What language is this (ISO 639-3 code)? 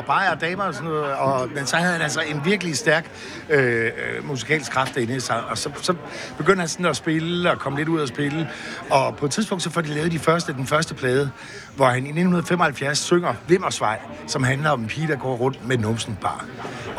dan